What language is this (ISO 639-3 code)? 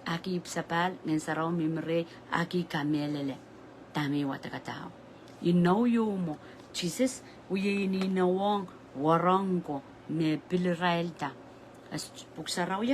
pon